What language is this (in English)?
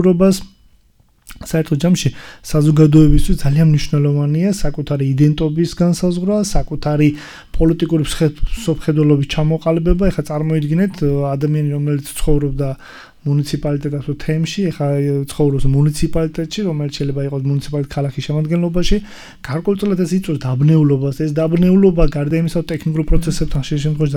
Georgian